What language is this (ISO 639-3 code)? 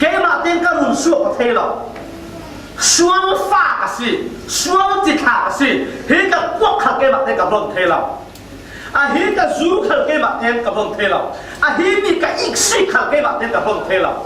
cfm